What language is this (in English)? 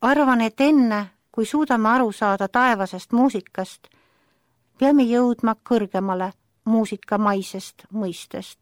Estonian